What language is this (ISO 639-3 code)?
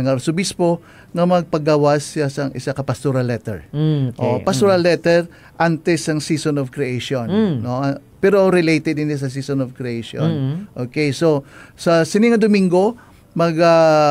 hil